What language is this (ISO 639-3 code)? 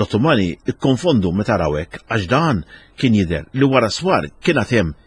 mlt